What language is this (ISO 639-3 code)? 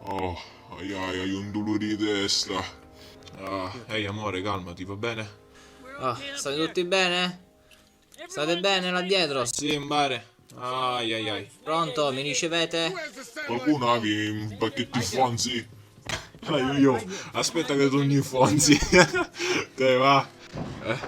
scn